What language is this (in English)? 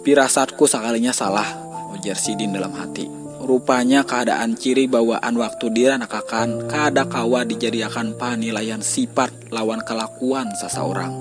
Banjar